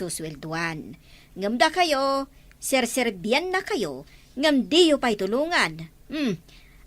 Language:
Iloko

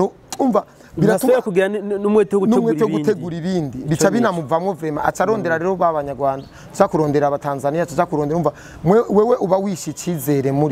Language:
Rundi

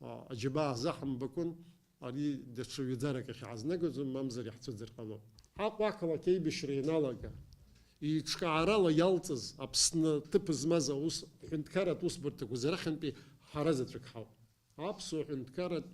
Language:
Abkhazian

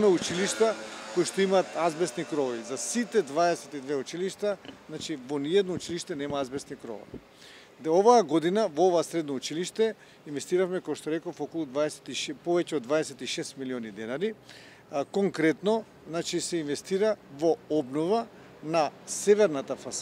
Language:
Macedonian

